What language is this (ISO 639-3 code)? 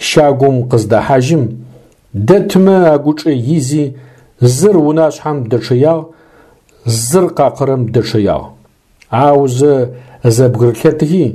ady